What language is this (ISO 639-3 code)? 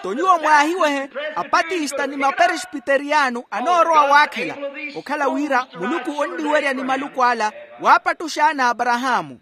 vmw